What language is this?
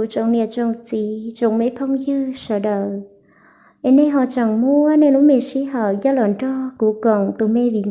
Hmong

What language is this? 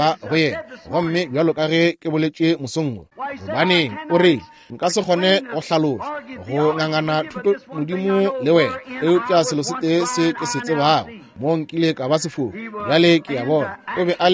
Northern Sotho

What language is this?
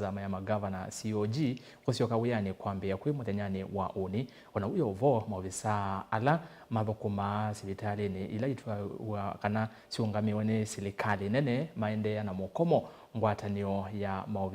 Kamba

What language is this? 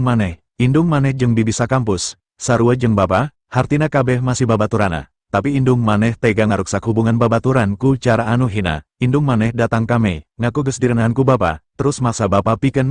Sundanese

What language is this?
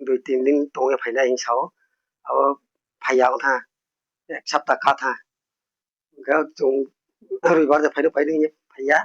Kok Borok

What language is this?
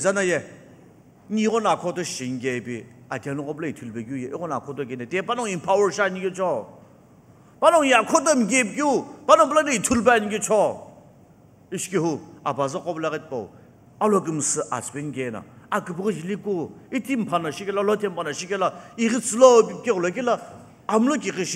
Sumi Naga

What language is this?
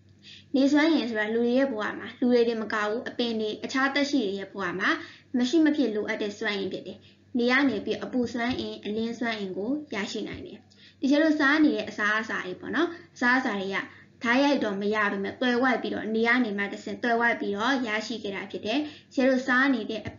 Burmese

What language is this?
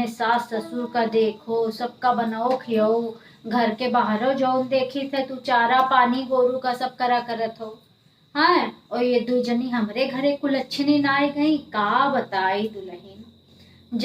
Awadhi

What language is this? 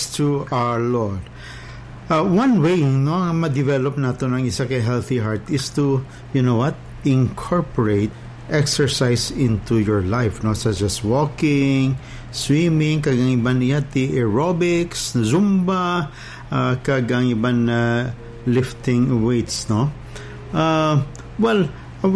Hiligaynon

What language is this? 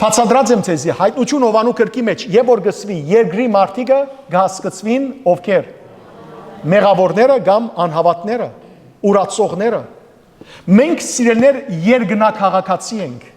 Western Armenian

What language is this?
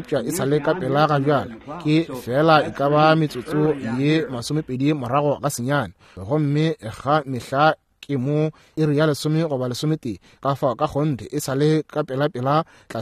Northern Sotho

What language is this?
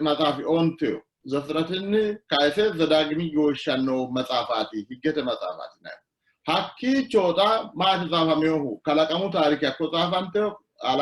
Sidamo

